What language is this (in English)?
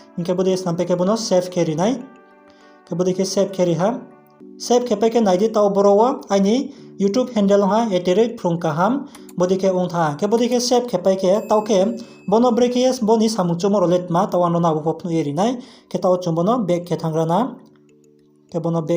Riang (India)